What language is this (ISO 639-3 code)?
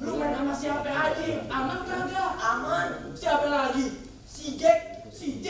bew